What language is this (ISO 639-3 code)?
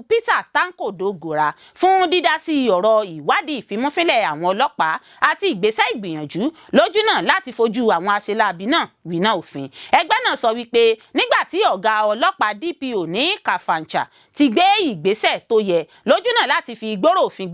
yor